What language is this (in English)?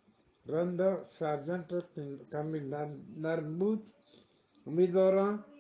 Eastern Balochi